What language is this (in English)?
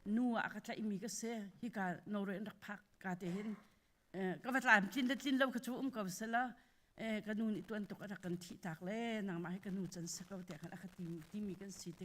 Hakha Chin